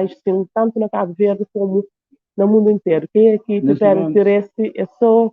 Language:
Kabuverdianu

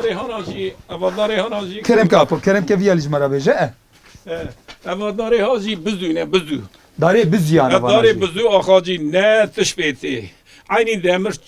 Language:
Kurdish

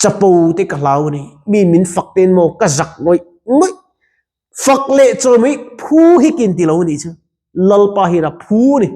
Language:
Mizo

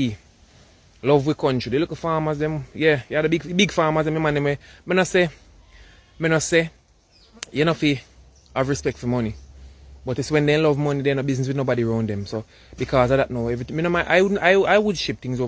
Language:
Jamaican Creole English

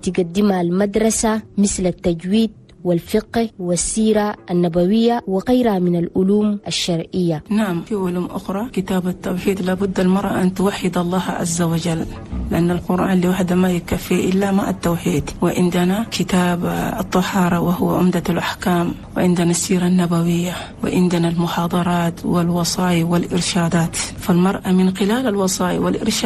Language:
Chadian Arabic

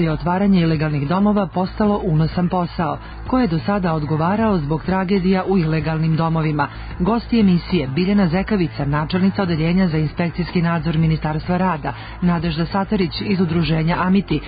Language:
Serbian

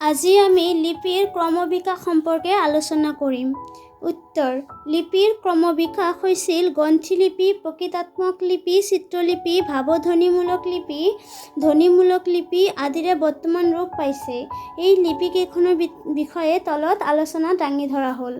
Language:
Assamese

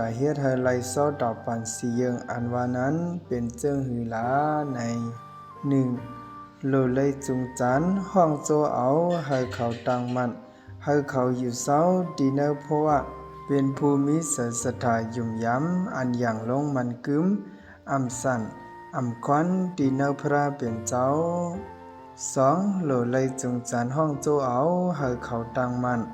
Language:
Shan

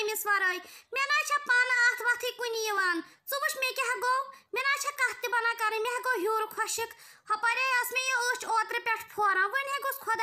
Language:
Kashmiri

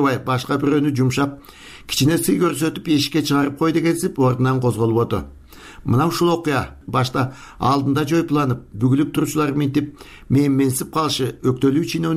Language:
Kyrgyz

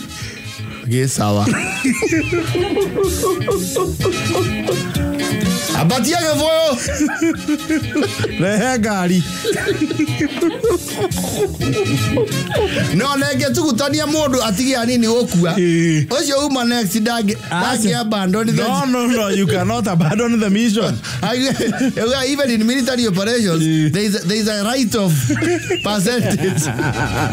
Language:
Kikuyu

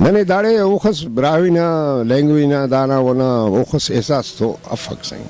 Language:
Brahui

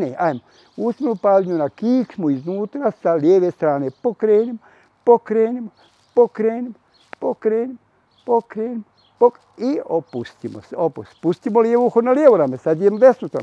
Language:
Bosnian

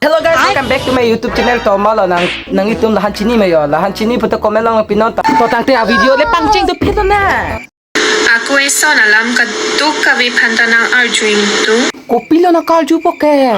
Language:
Karbi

